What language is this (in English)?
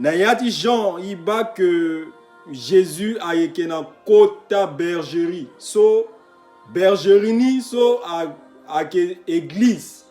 Sango